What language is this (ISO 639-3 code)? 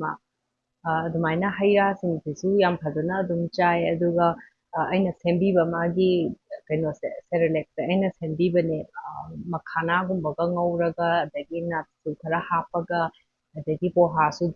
mni